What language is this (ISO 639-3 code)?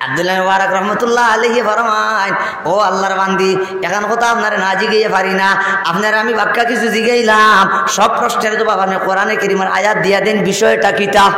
syl